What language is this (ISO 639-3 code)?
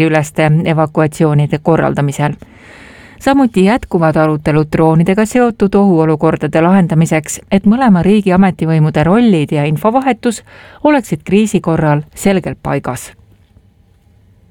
est